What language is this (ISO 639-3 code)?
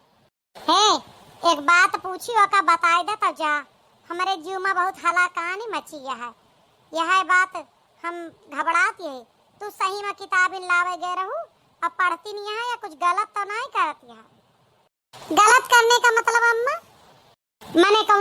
awa